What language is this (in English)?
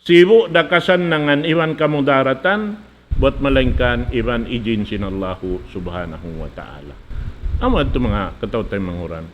Tausug